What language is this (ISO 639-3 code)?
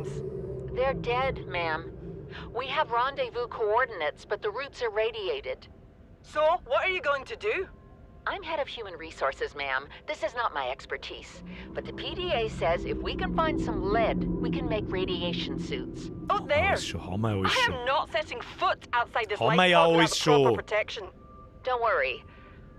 bar